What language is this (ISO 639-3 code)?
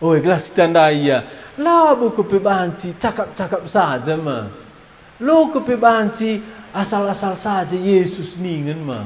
btx